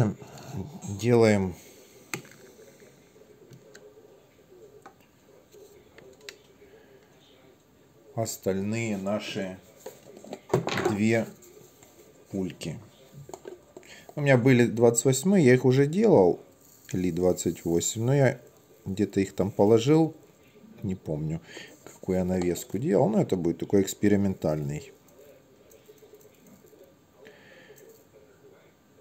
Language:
Russian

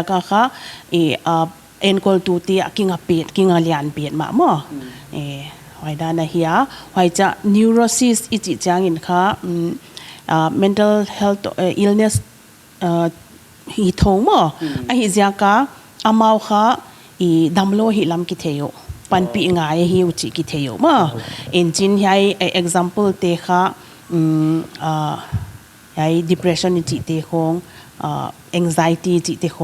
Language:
Paite Chin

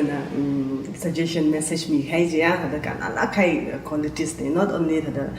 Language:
Tangkhul Naga (India)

